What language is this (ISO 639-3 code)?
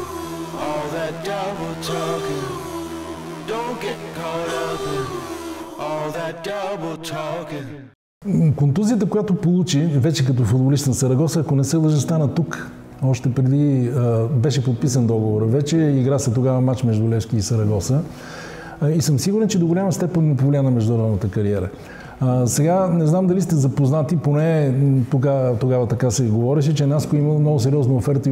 bul